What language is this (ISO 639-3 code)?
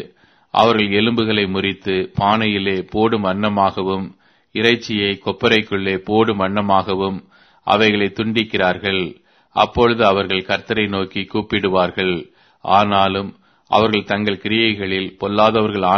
tam